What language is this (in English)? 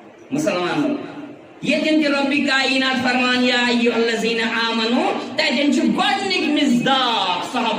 Kashmiri